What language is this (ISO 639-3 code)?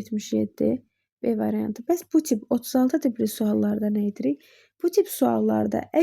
aze